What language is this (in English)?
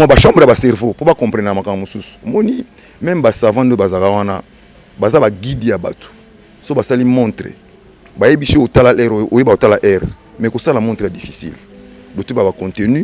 Lingala